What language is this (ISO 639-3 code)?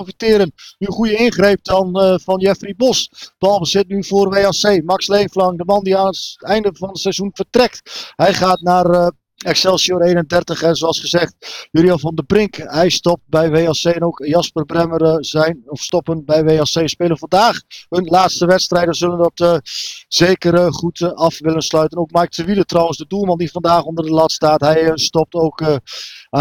nld